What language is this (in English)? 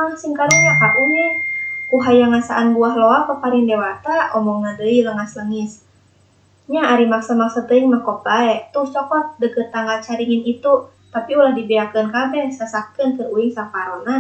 Sundanese